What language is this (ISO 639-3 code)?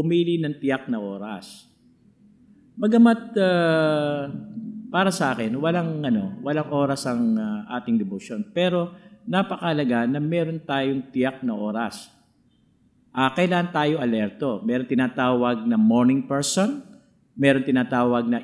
fil